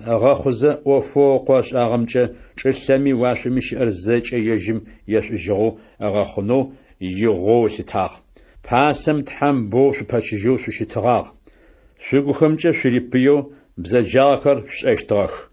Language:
Adyghe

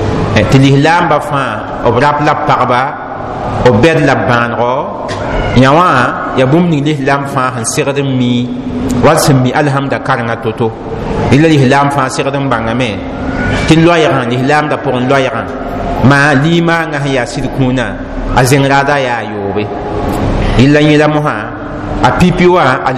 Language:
Mossi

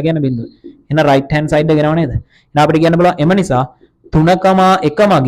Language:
Sinhala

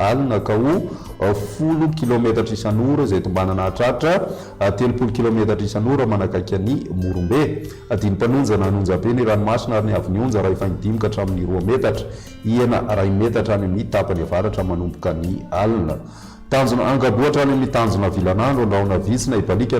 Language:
Malagasy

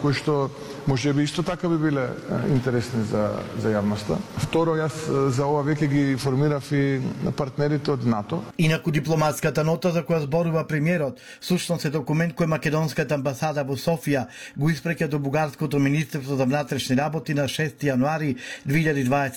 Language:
Macedonian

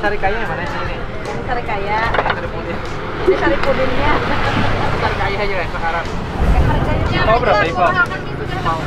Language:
Banjar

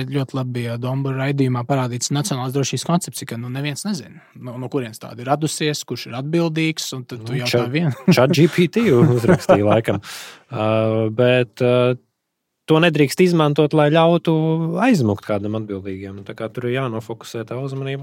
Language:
Latvian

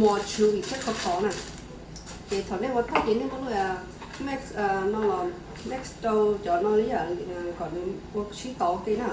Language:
Hmong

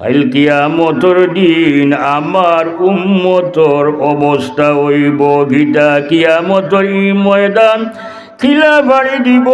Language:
Sylheti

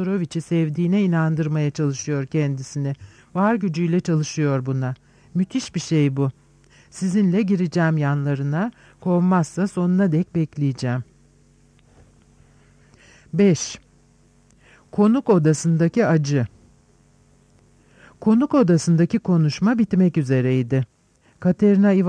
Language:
Turkish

